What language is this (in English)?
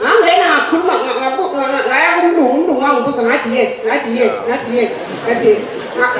Zulu